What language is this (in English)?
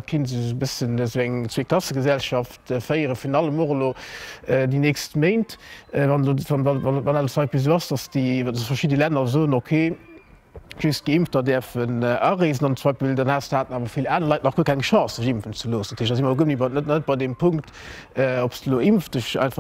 Luxembourgish